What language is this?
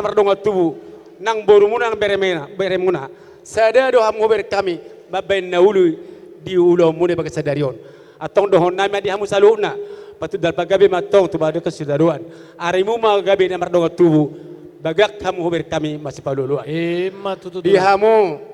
Batak Toba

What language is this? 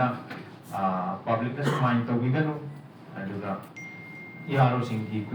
Manipuri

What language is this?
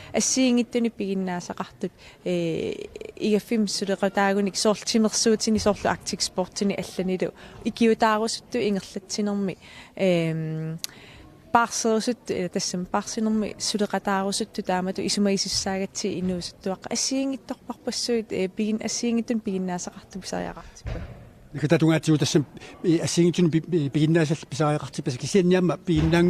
Kalaallisut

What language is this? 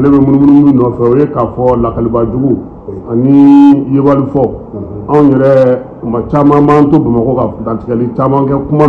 Bambara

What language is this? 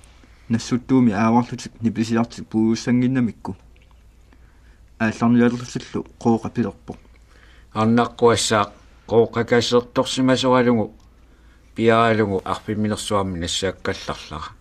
Kalaallisut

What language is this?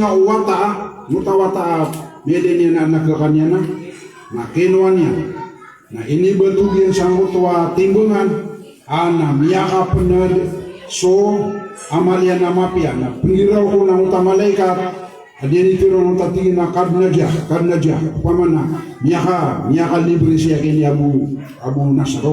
Maranao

